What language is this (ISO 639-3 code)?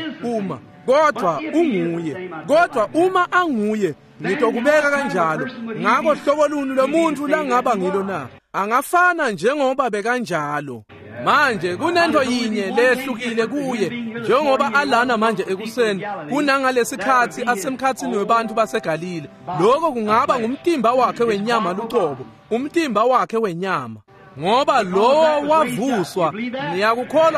ssw